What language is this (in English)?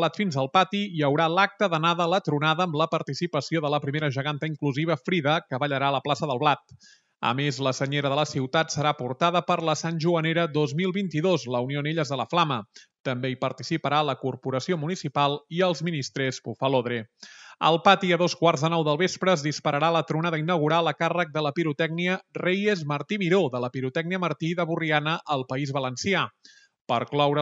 Catalan